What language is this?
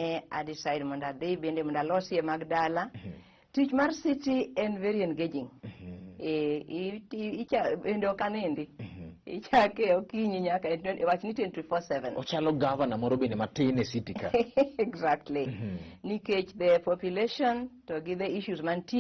Luo (Kenya and Tanzania)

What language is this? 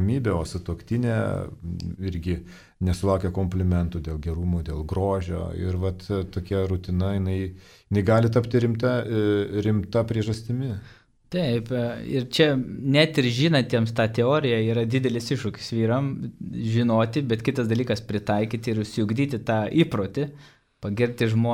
Lithuanian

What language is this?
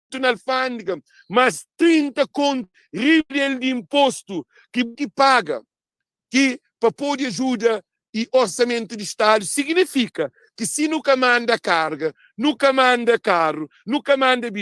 Kabuverdianu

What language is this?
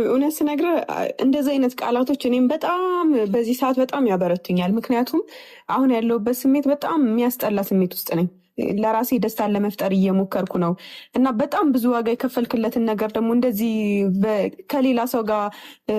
Amharic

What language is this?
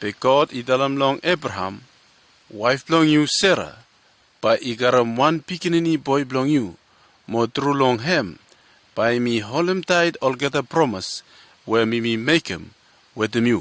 Bislama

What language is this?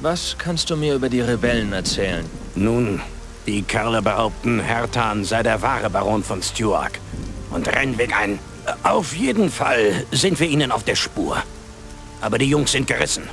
Bavarian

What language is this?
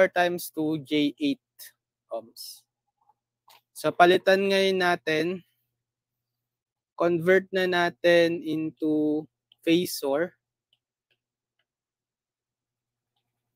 Filipino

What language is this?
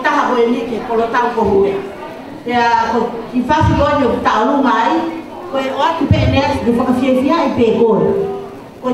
Tongan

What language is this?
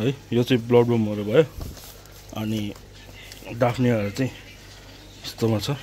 Nepali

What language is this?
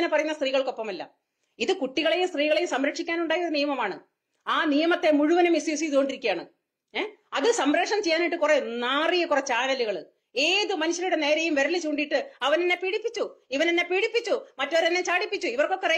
Malayalam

